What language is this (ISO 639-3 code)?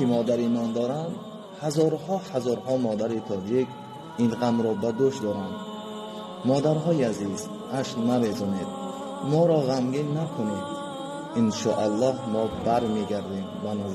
tgk